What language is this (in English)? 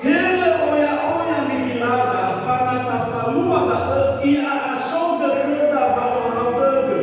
Nias